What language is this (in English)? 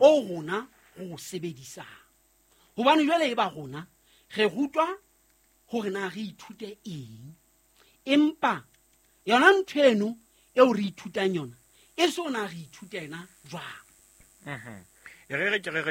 Southern Sotho